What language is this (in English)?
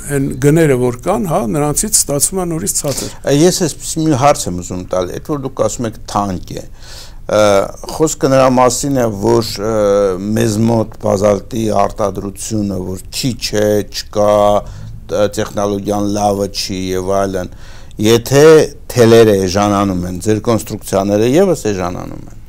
Armenian